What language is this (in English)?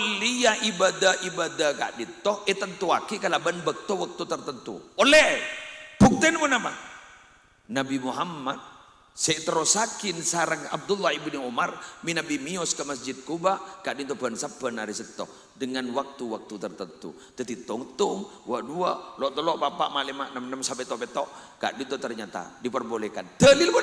Madurese